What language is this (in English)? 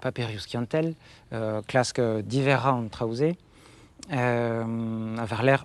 Breton